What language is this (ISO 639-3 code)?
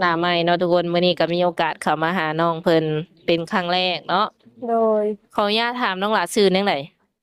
lao